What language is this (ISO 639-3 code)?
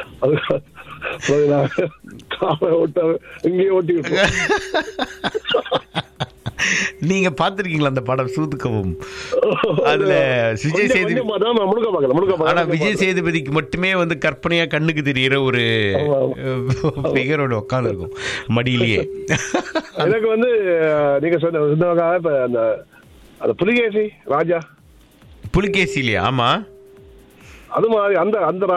tam